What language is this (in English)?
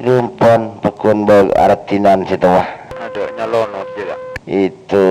Madurese